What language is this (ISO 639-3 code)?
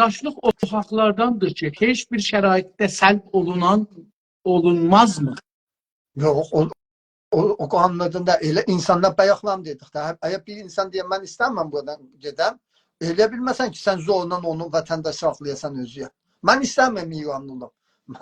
azb